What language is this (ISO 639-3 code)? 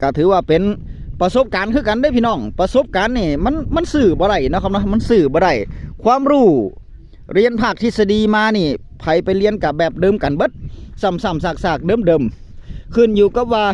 tts